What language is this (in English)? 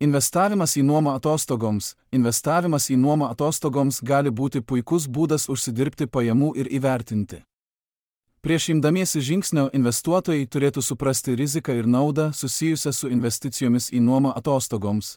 Lithuanian